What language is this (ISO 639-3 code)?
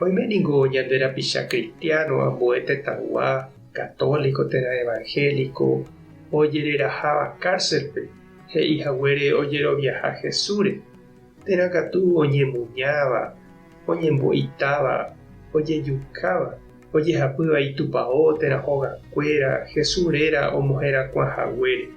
grn